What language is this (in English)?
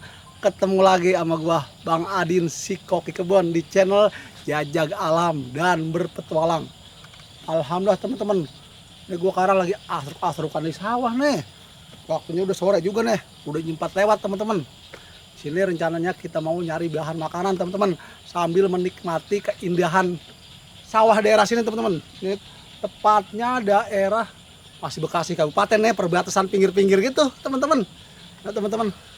Betawi